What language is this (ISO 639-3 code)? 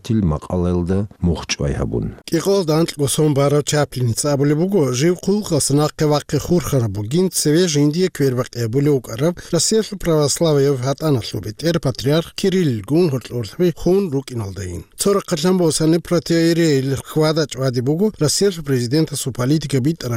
ava